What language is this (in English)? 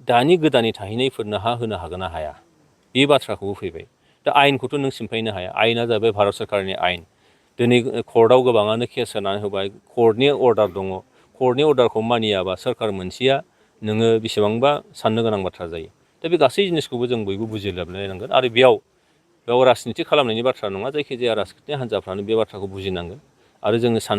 Bodo